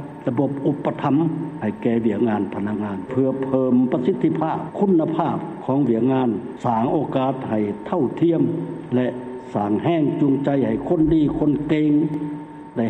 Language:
Lao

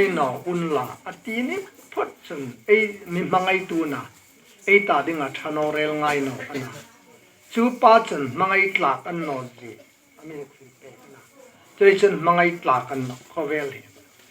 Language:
Hmar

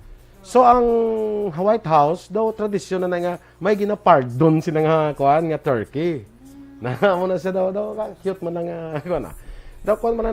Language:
Hiligaynon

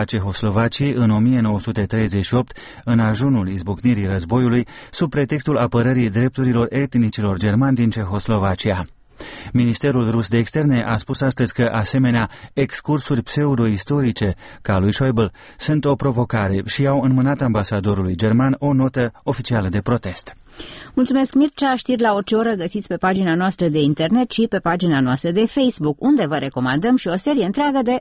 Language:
Romanian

